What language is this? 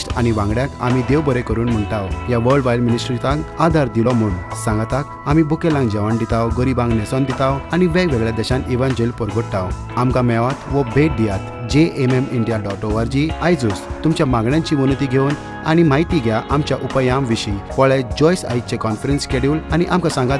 Konkani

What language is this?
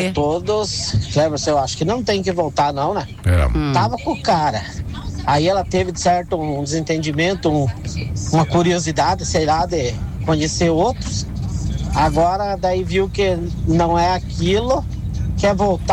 Portuguese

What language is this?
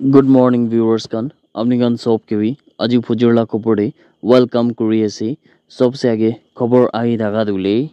Naga Pidgin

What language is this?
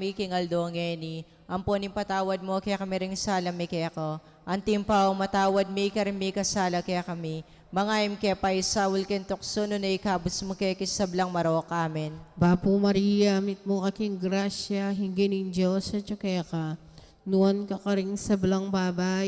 Pampanga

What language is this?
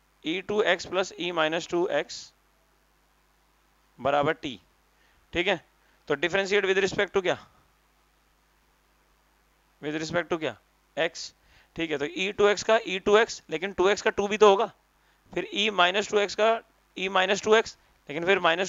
Hindi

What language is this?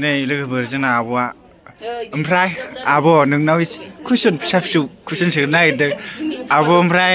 Bodo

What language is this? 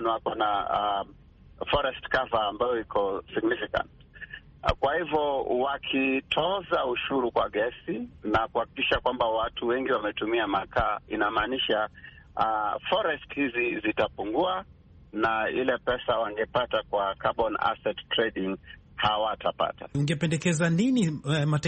Swahili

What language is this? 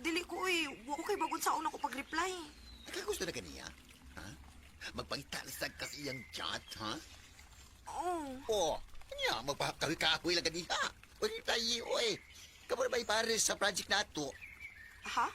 Cebuano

